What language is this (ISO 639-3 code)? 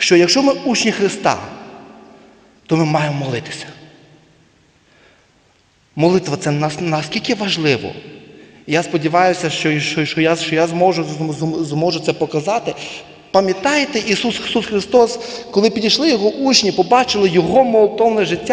ukr